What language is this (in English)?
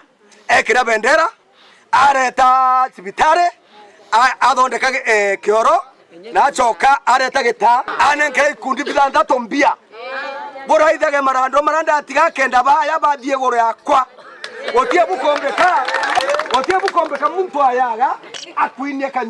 Meru